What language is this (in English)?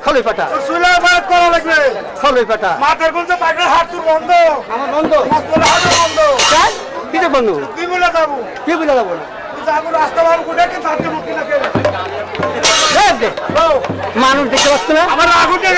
Bangla